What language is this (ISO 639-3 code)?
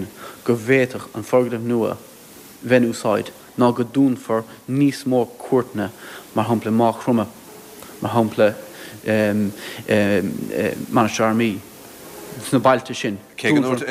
gle